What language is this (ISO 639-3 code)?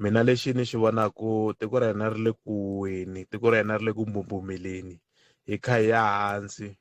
tso